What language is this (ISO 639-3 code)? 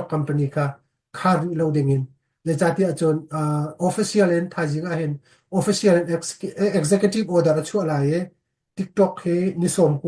cnh